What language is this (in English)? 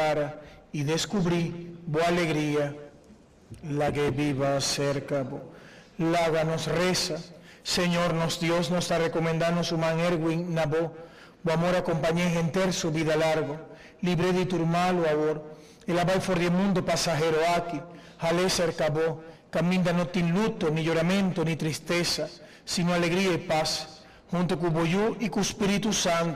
Papiamento